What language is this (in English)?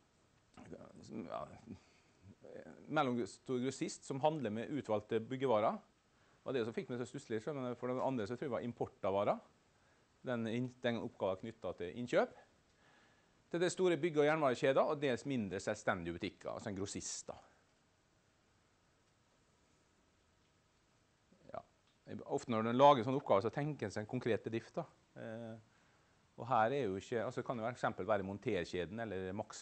Norwegian